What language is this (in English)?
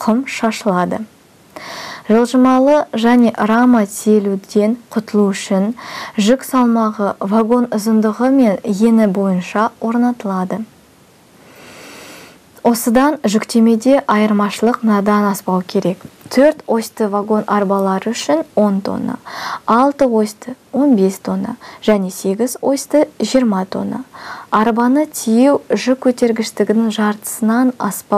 Kazakh